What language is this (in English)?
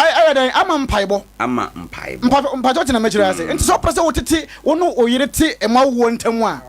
Akan